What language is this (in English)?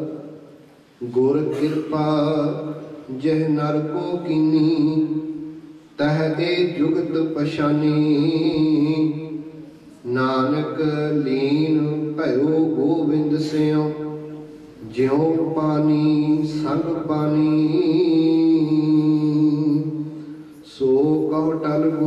Punjabi